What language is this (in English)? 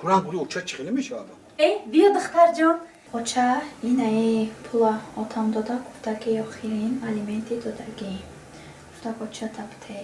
Tajik